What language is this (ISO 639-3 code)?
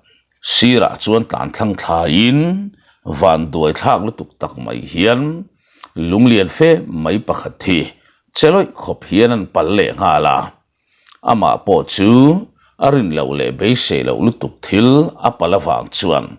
lus